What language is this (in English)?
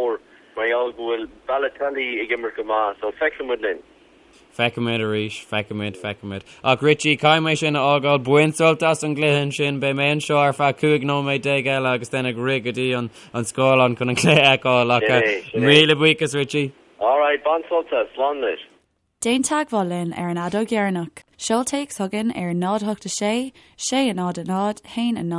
Irish